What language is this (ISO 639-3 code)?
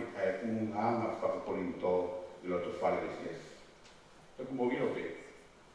ton